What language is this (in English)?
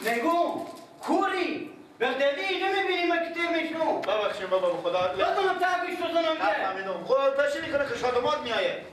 Persian